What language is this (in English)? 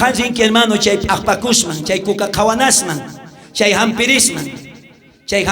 South Bolivian Quechua